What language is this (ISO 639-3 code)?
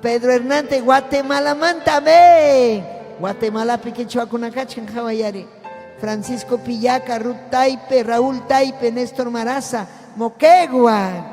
quy